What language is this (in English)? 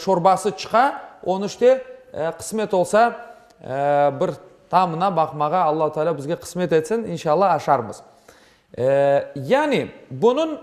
Crimean Tatar